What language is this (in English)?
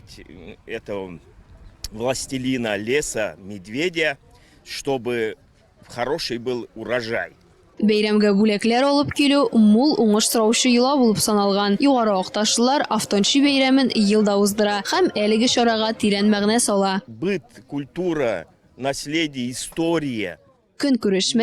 Tatar